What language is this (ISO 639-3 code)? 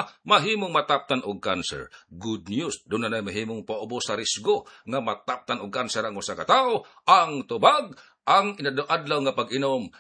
ceb